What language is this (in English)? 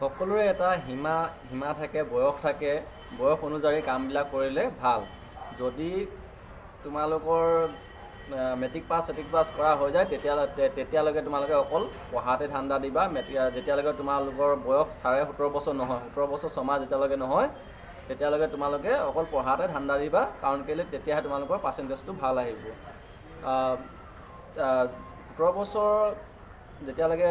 Assamese